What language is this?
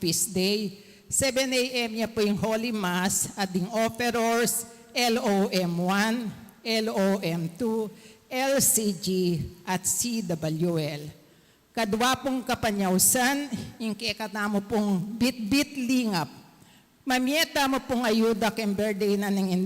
Pampanga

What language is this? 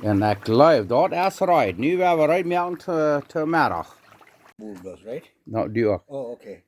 Plautdietsch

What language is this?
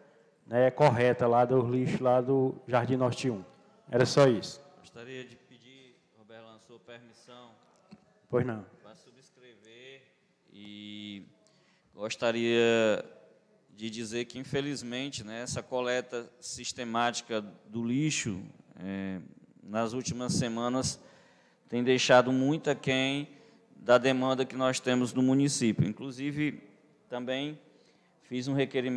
Portuguese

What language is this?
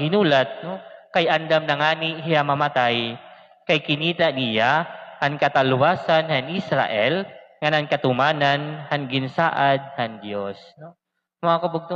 Waray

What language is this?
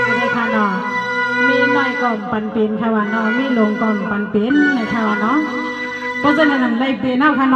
Shan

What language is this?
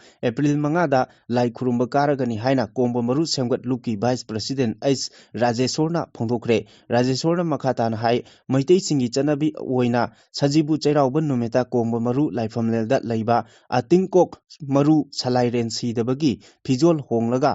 Manipuri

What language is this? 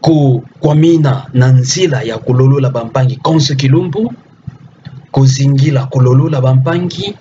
Kituba (Democratic Republic of Congo)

